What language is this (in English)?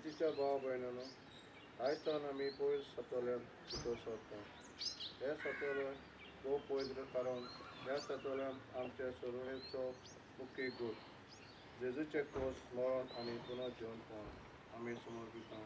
Konkani